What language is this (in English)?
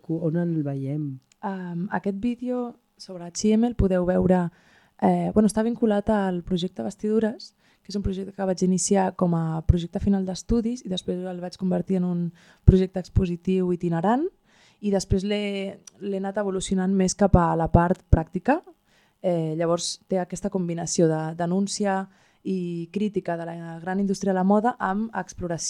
Catalan